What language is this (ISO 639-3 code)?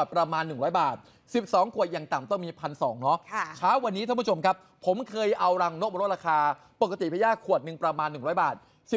tha